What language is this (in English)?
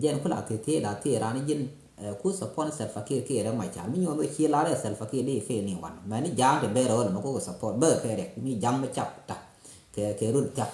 Nuer